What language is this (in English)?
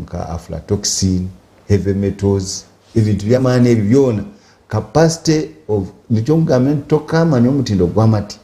Nyankole